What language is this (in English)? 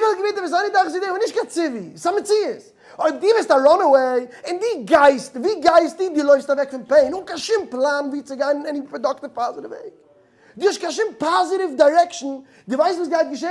Yiddish